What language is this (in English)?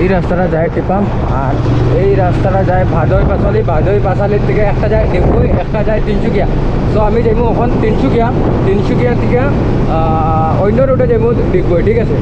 Sylheti